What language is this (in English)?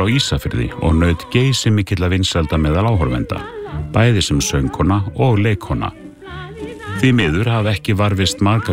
Icelandic